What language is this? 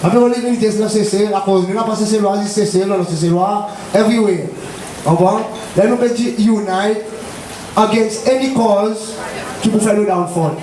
Seselwa Creole French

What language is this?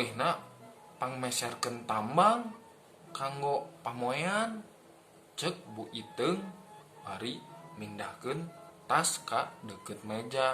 Sundanese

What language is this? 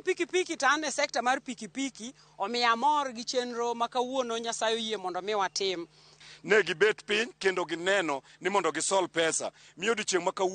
Luo (Kenya and Tanzania)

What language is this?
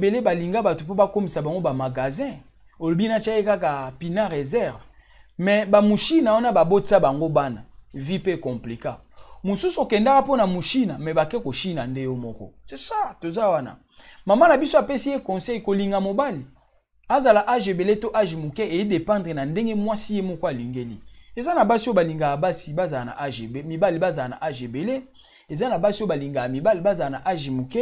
Lingala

